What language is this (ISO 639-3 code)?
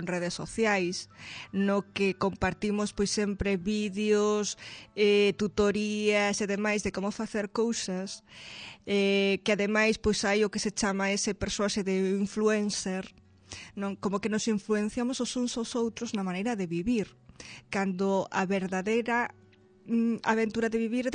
glg